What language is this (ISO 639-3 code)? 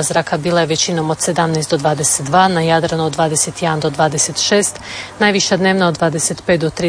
hrv